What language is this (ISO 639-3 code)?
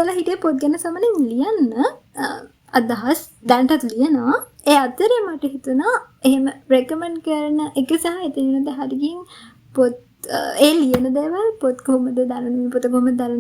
sin